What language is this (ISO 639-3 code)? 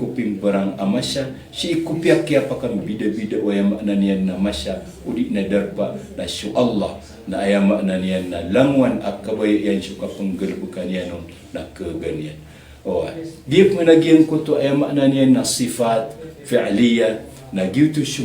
mrw